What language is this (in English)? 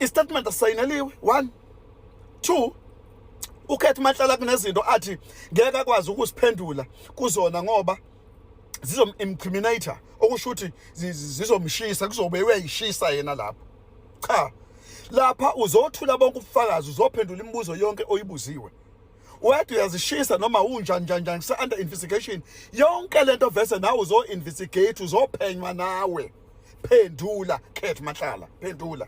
Zulu